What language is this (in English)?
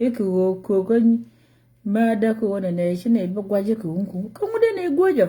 Nuer